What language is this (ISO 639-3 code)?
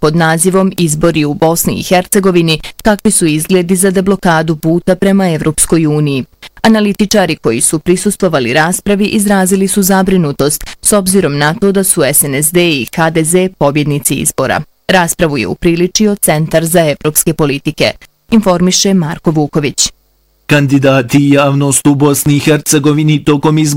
bos